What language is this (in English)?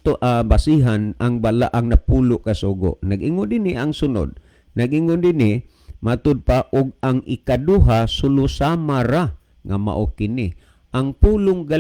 Cebuano